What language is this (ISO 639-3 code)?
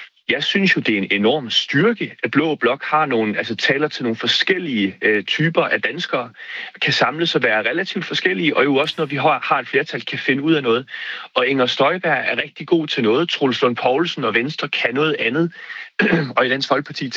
dan